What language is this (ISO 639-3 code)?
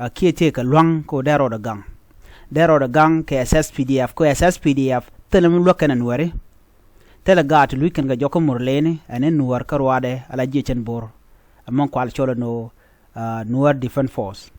nus